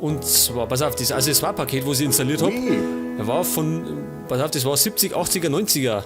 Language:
Bavarian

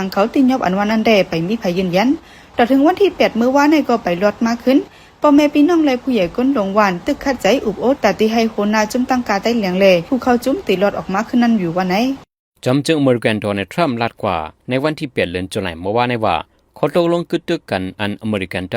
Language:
Shan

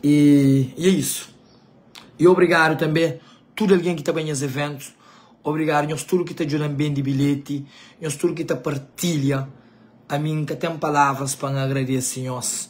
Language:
Kabuverdianu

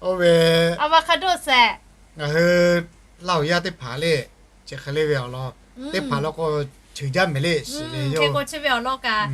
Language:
Lahu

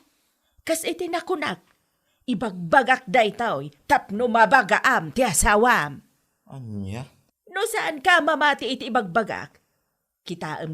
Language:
Iloko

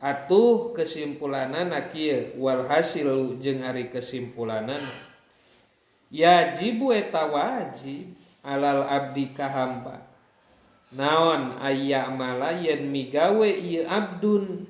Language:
Sundanese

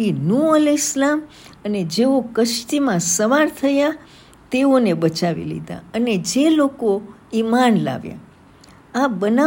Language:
Gujarati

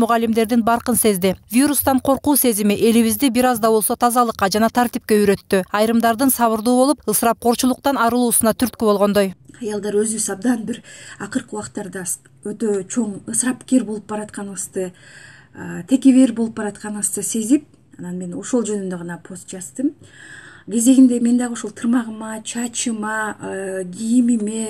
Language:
Kyrgyz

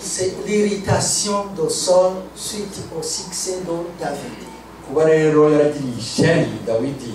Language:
Kinyarwanda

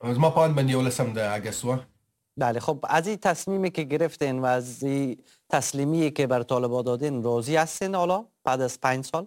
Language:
Persian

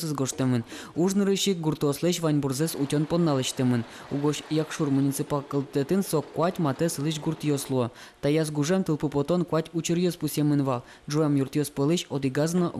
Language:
Udmurt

